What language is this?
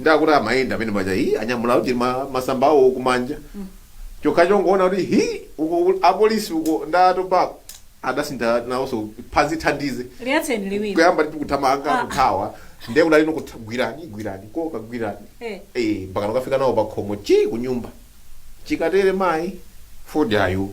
Nyanja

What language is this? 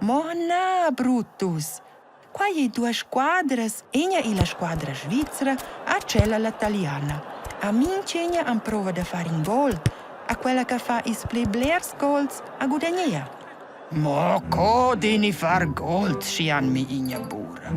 Romansh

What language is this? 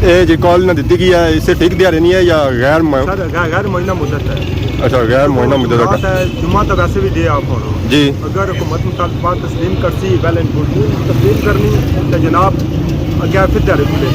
Pahari-Potwari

